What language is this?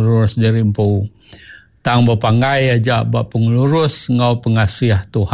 Iban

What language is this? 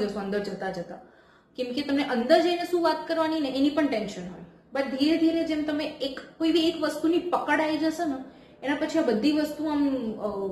Gujarati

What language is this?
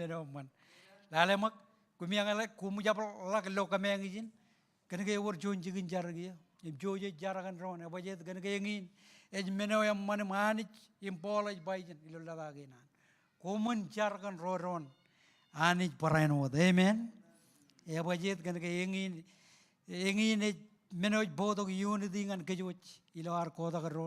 Marshallese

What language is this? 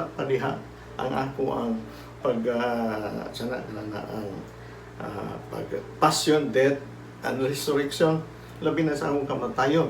Cebuano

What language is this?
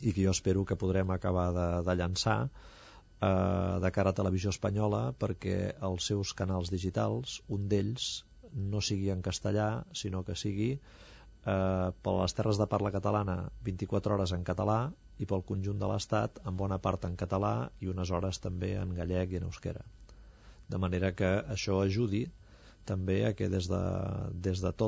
Catalan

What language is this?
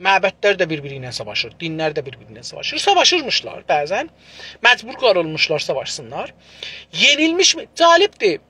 South Azerbaijani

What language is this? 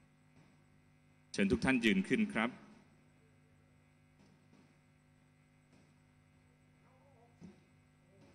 Thai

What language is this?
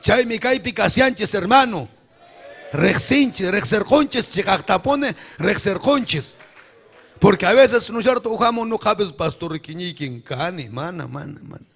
Ayacucho Quechua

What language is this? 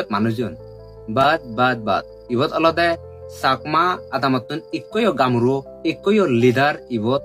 Chakma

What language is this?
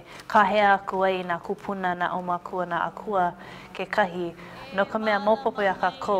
Hawaiian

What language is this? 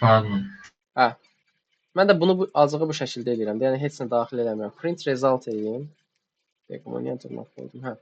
Azerbaijani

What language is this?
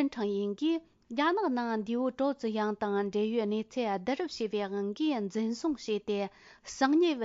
Tibetan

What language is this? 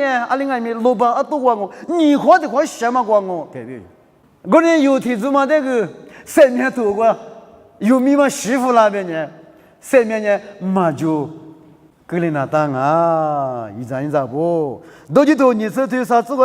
Lisu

